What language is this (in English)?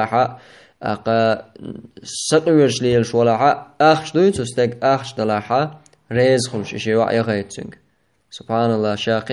Chechen